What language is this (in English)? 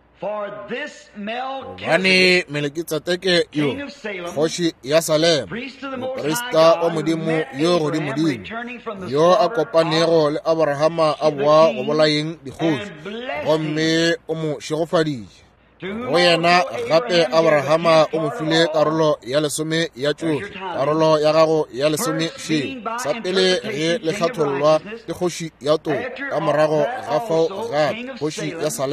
Northern Sotho